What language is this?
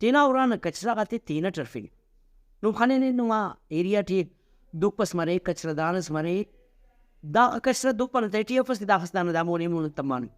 Brahui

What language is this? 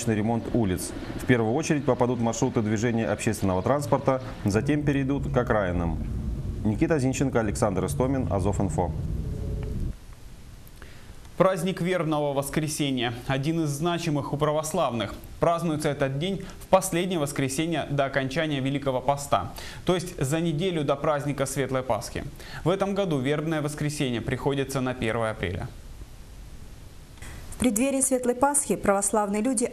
Russian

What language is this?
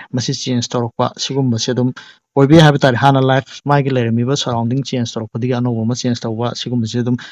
Manipuri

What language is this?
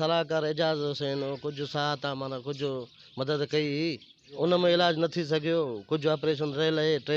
Sindhi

